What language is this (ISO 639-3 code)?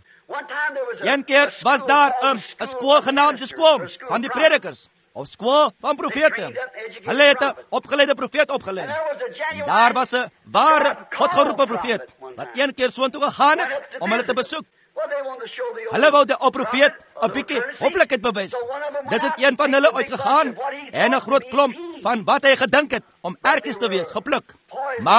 afr